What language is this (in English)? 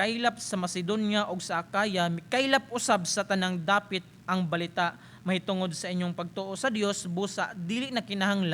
Cebuano